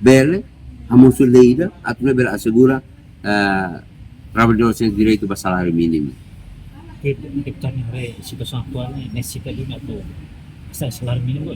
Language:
Tetum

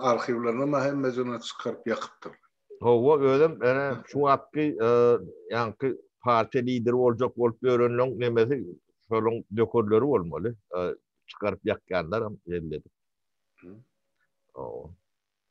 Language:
Turkmen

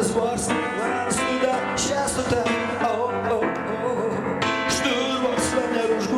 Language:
Ossetic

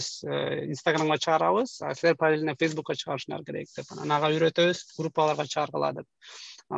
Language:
Kyrgyz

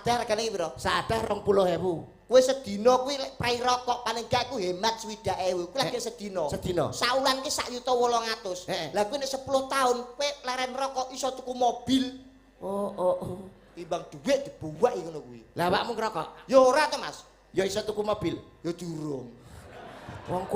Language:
Javanese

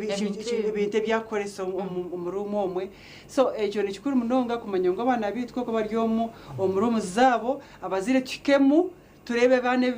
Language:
Nyankole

